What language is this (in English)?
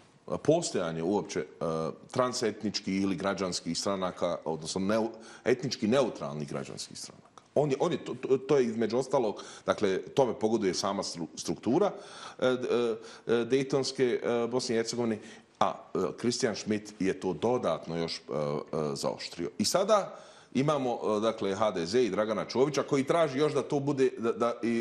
Bosnian